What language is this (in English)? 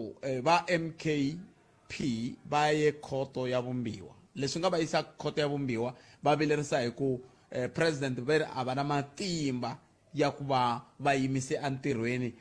Tsonga